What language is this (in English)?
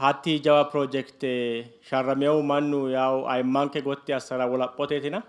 Sidamo